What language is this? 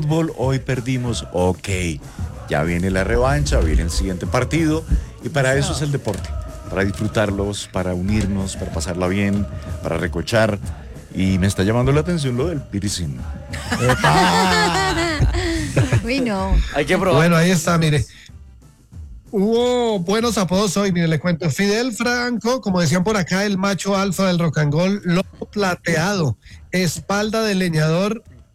Spanish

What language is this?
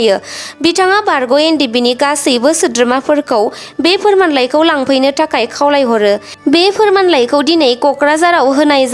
Bodo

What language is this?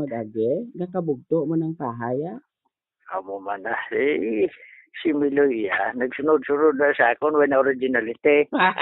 Hiligaynon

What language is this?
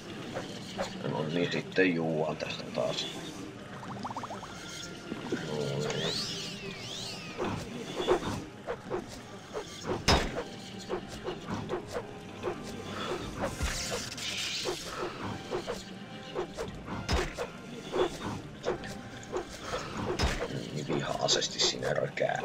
Finnish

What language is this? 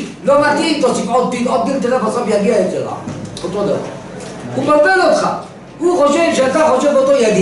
Hebrew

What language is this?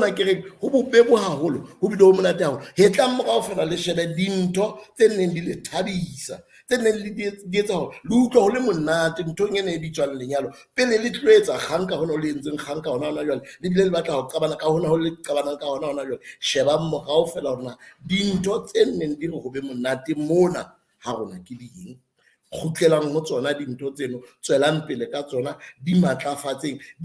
Southern Sotho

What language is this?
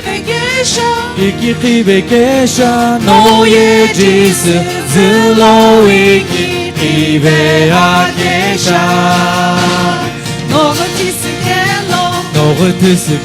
Sumi Naga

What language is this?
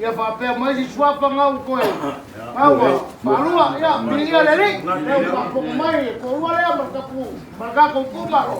Samoan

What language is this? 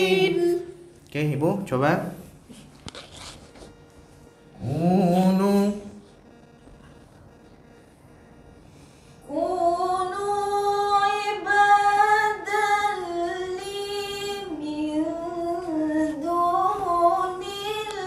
Malay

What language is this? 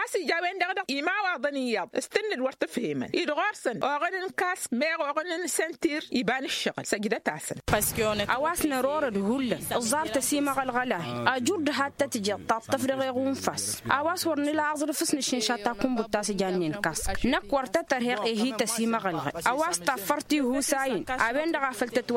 Tamasheq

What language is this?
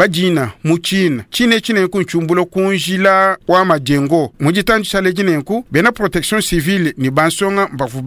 Luba-Lulua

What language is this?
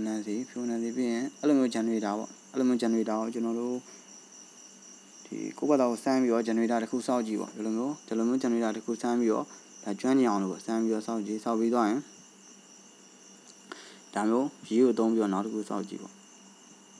Burmese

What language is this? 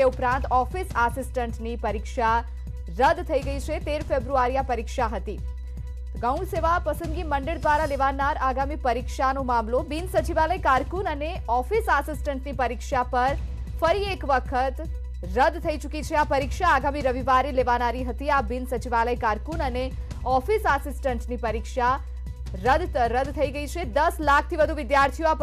Gujarati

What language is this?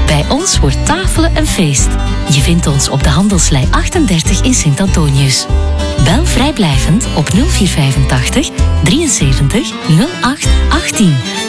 Dutch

